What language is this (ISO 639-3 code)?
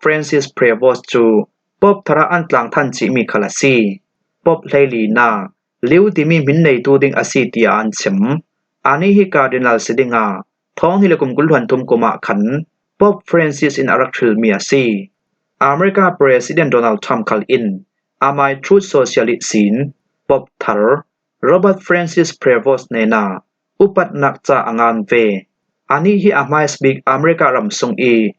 cfm